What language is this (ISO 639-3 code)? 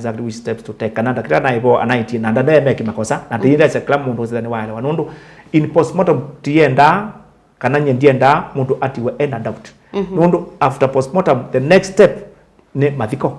kam